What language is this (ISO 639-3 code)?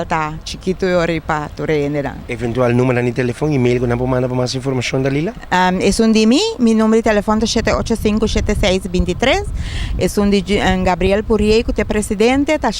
pap